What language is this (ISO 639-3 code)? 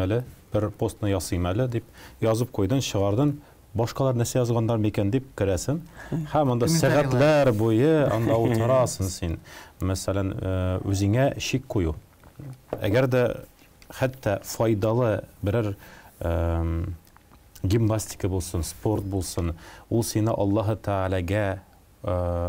tat